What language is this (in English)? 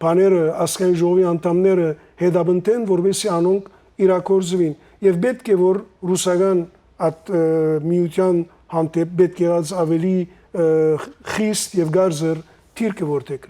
Western Armenian